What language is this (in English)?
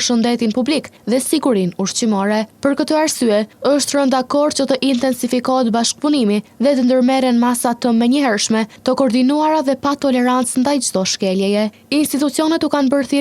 Albanian